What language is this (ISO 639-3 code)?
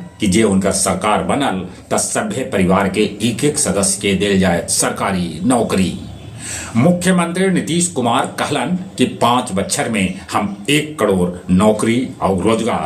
mag